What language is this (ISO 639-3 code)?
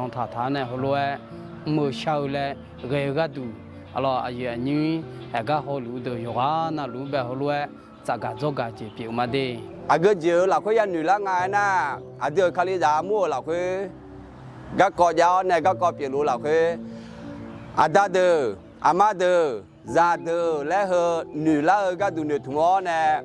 ahk